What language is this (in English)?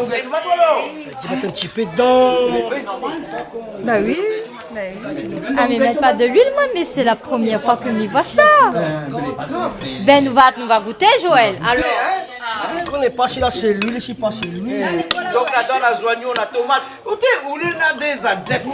Réunion Creole French